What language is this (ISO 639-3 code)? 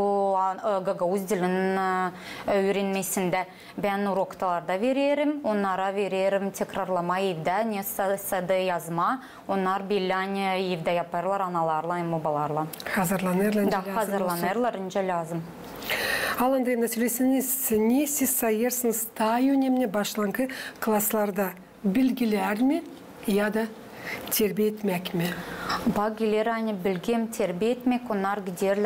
gag